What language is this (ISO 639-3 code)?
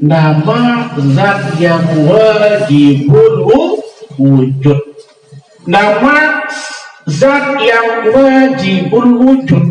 sas